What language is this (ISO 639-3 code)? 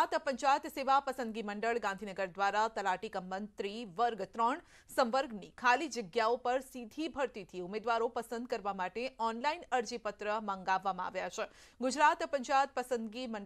guj